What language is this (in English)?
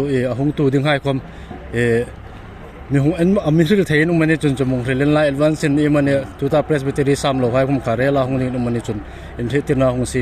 Hmar